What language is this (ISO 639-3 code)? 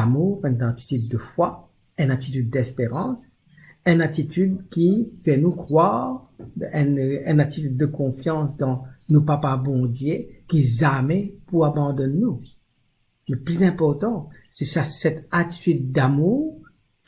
mfe